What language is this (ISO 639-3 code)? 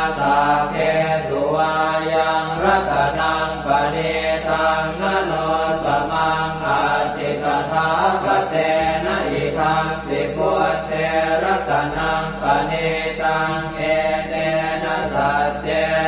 pli